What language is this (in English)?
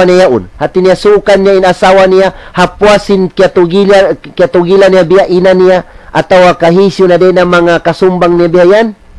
Tausug